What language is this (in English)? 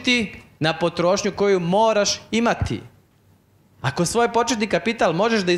Serbian